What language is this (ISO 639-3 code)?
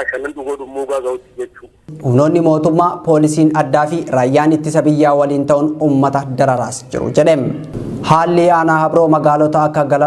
orm